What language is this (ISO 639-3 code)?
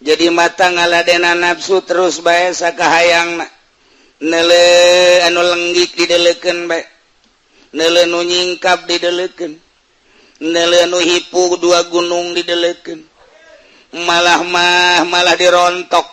sun